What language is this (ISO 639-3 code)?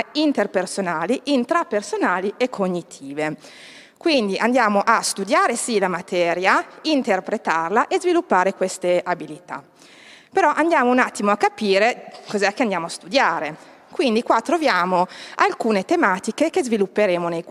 ita